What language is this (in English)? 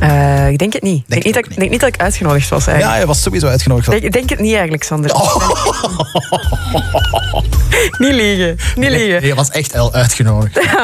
Dutch